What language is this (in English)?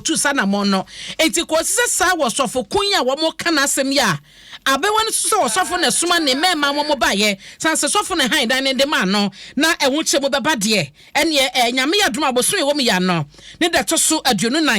Akan